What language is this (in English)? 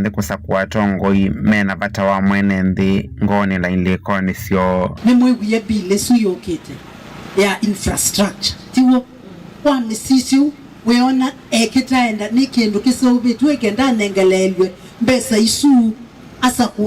Kamba